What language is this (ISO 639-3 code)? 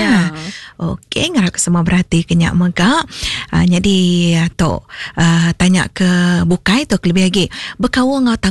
iba